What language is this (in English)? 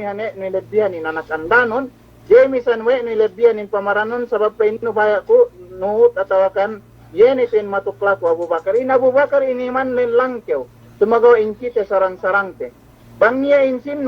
Yakan